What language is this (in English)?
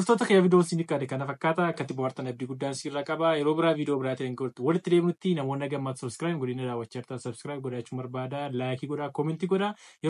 Oromo